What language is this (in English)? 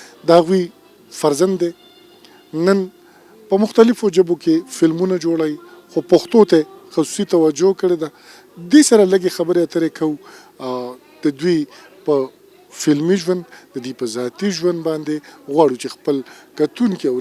Pashto